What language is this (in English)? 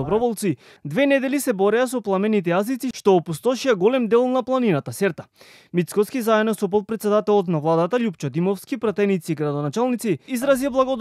Macedonian